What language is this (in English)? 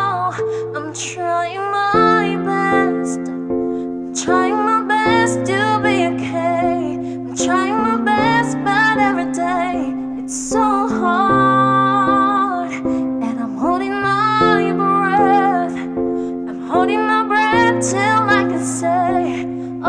English